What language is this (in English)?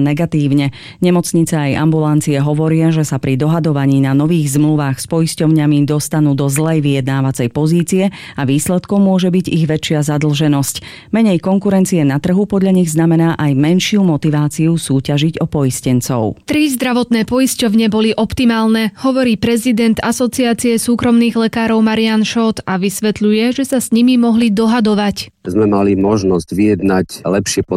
Slovak